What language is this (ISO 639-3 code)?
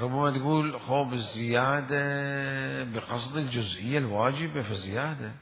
acm